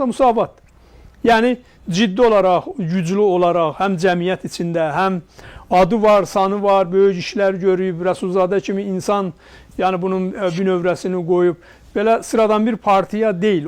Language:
Azerbaijani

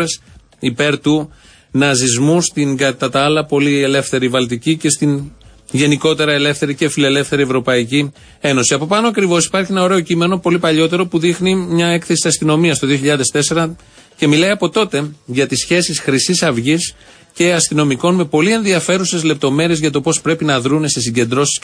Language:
Greek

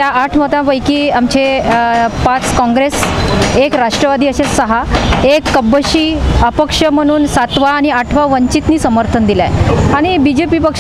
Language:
Marathi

